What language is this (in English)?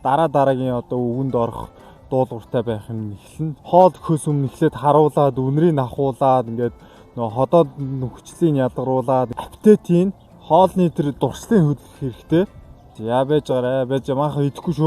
Mongolian